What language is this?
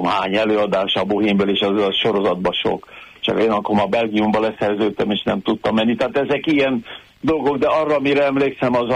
Hungarian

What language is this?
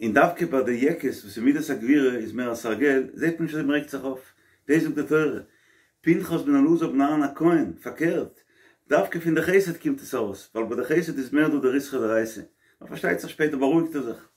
Yiddish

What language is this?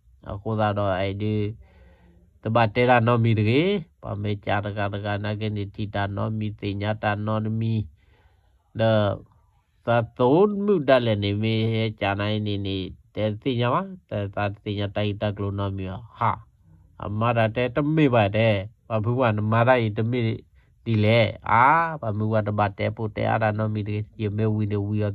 S'gaw Karen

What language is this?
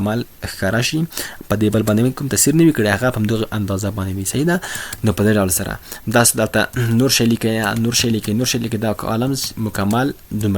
Pashto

